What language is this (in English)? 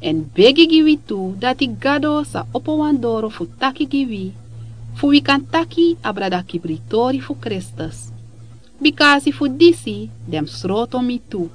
Sranan Tongo